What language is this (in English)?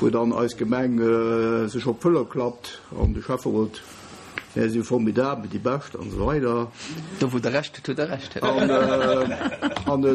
Luxembourgish